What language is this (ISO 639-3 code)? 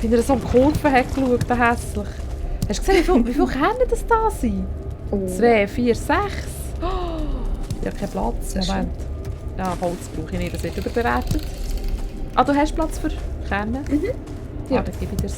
gsw